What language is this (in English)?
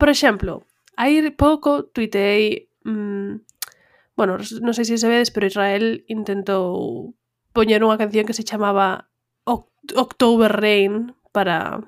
Galician